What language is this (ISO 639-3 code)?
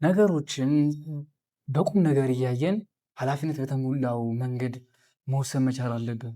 amh